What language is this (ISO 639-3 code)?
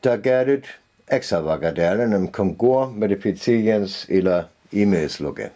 frr